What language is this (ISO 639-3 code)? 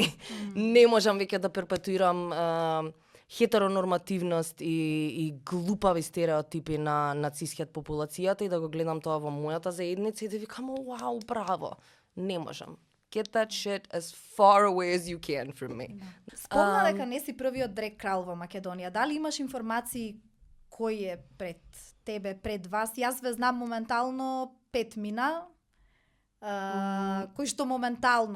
mkd